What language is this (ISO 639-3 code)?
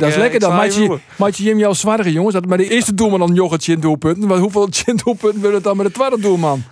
fry